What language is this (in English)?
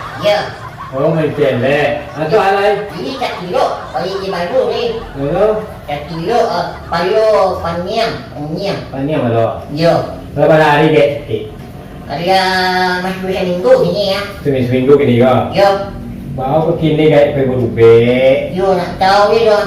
Minangkabau